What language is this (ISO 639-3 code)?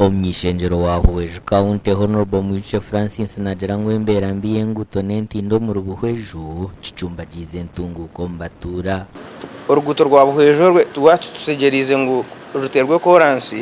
nyn